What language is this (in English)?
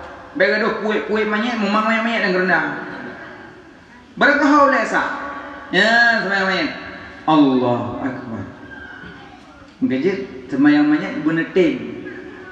Malay